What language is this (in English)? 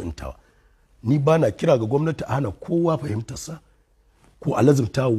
Hausa